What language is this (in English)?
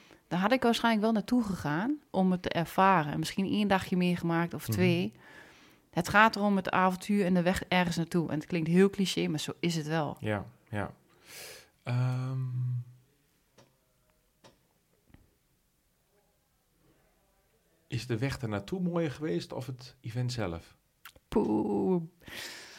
Dutch